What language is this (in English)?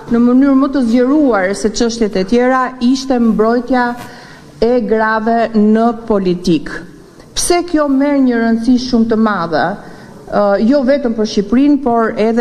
Albanian